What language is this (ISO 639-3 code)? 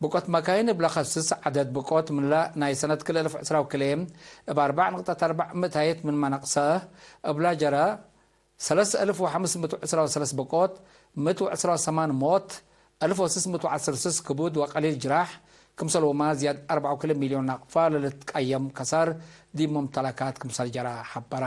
tig